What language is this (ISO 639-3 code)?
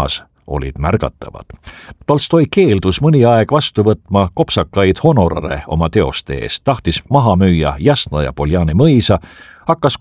est